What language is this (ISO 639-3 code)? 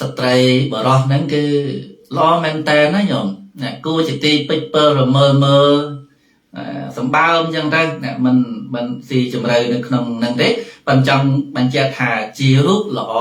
khm